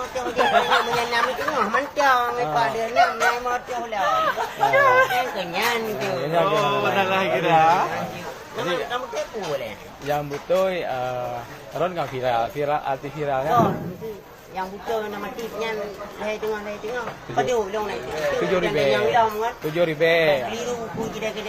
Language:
Achinese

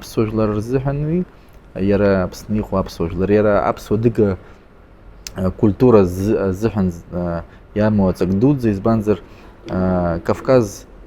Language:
Abkhazian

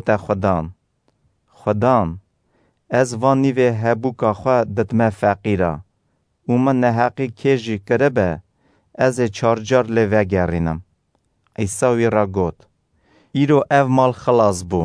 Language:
Kurdish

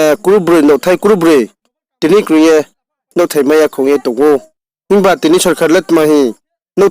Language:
Riang (India)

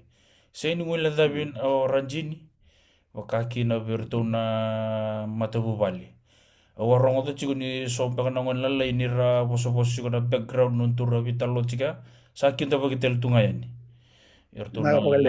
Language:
Fijian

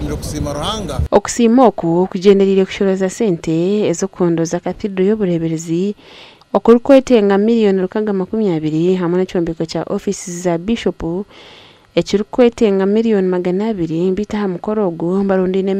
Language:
Nyankole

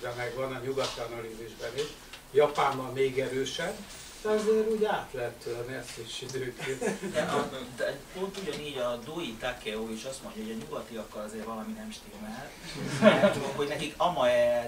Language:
Hungarian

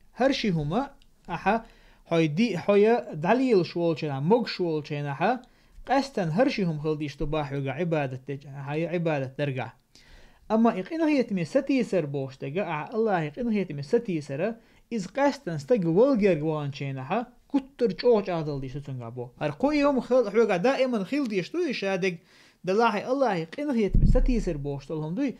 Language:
Chechen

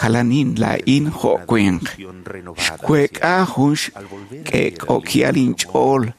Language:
Kekchí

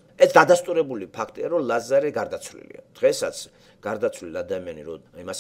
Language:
Georgian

